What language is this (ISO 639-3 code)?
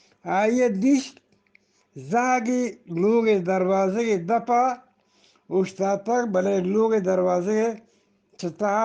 bgp